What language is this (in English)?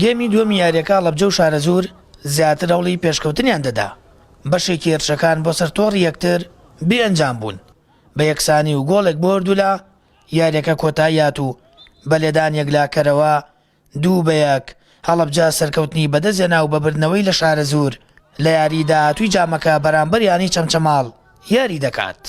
Central Kurdish